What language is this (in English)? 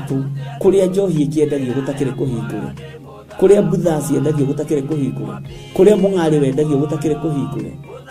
Kikuyu